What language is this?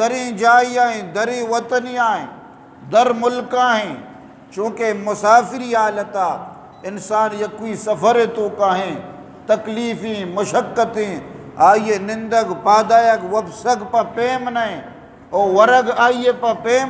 Eastern Balochi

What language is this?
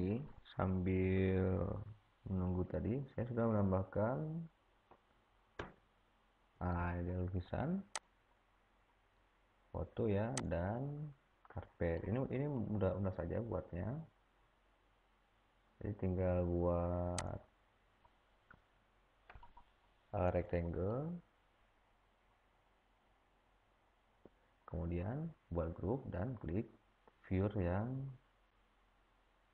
Indonesian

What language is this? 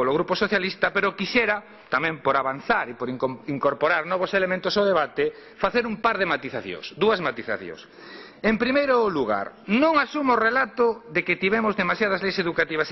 Galician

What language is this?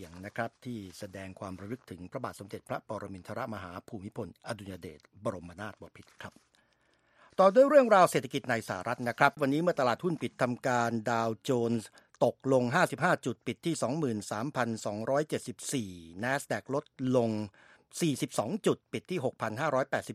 Thai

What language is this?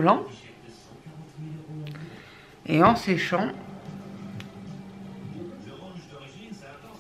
French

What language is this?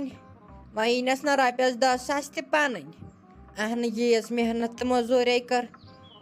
Kashmiri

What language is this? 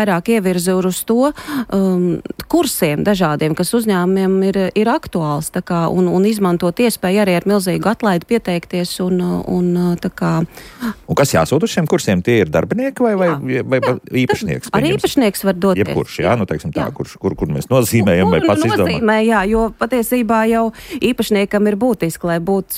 Latvian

